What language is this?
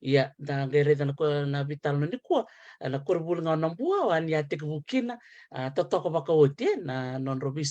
Fijian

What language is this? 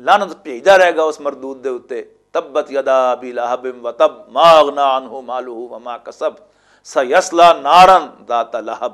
Western Panjabi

